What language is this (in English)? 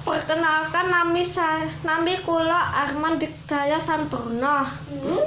Javanese